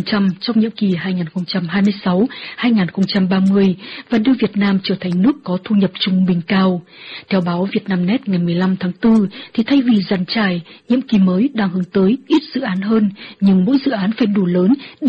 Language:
Vietnamese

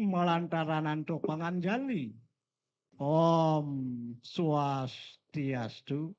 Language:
Balinese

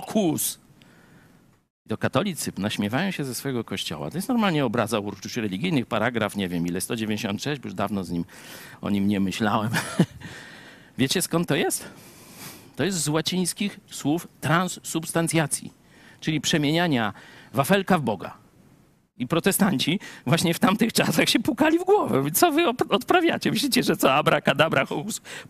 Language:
Polish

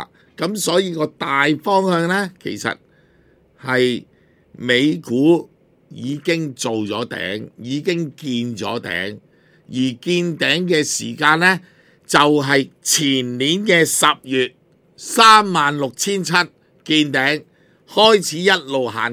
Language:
Cantonese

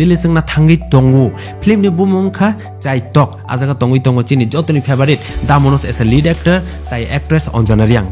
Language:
Kok Borok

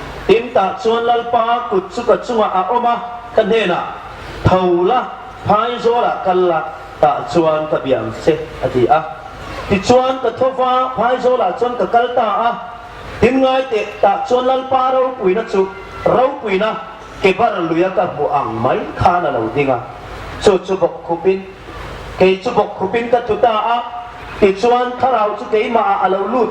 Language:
Hmar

